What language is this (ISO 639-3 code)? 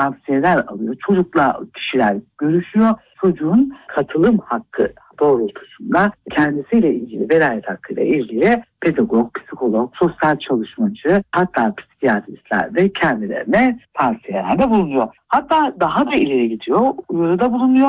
tur